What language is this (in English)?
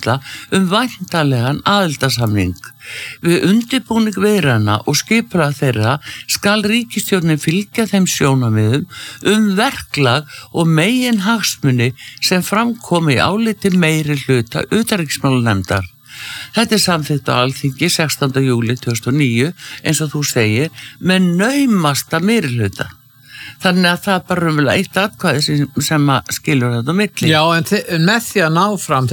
Icelandic